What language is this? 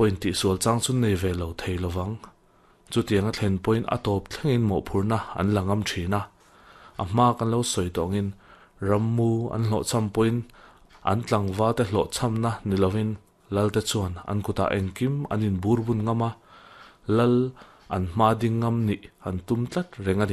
Mizo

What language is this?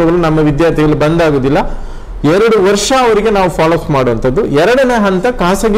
Kannada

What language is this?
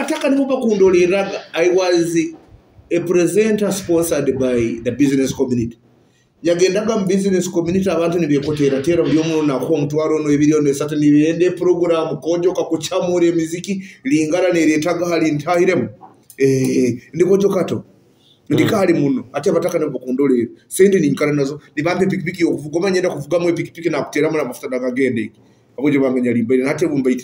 Nyoro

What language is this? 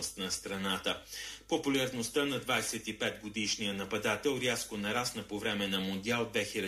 Bulgarian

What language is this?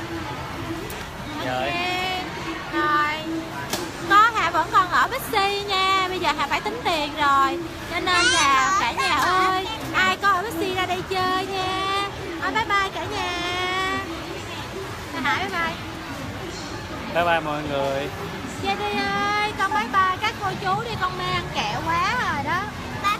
Vietnamese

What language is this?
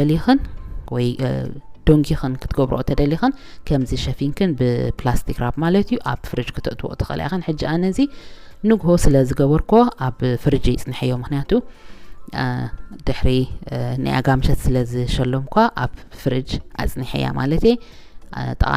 Tigrinya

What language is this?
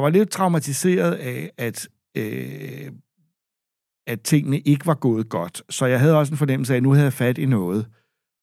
Danish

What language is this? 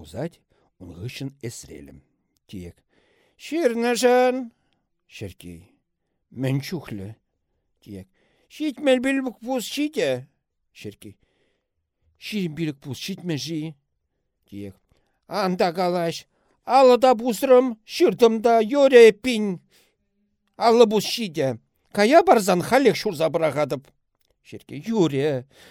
Chuvash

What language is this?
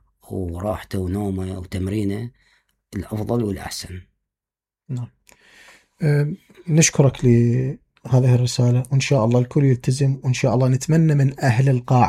Mesopotamian Arabic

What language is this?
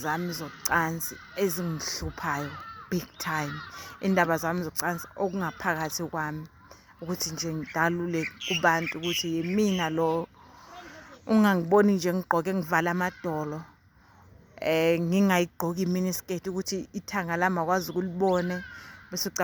Zulu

